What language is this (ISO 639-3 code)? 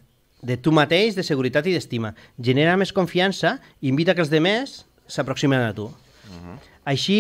cat